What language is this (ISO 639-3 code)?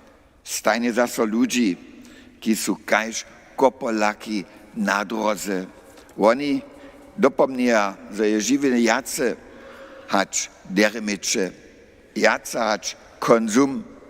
hsb